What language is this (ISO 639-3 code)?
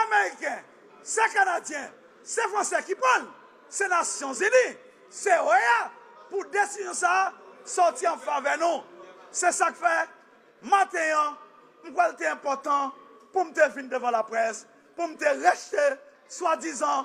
hat